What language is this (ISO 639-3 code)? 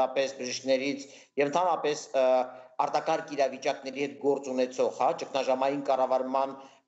hye